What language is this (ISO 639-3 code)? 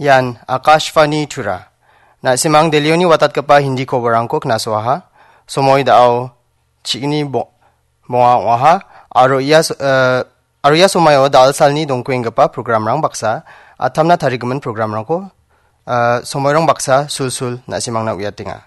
grt